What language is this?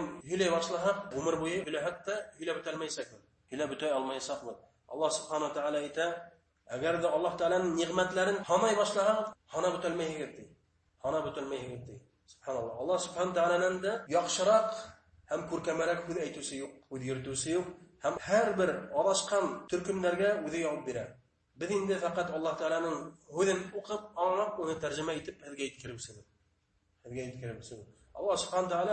Bashkir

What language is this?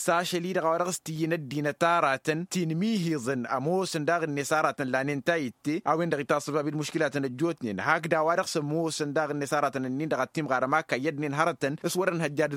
Tamasheq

